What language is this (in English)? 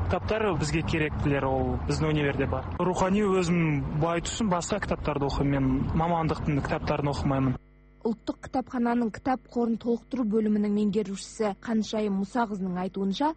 Kazakh